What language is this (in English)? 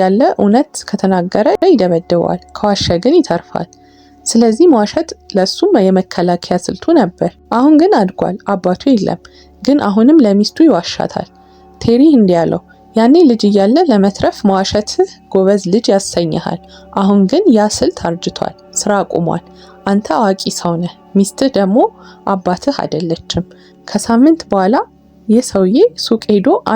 Amharic